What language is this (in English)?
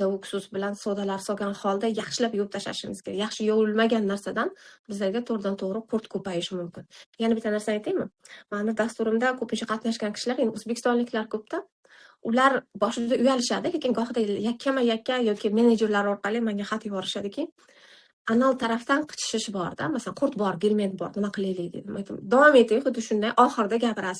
Uzbek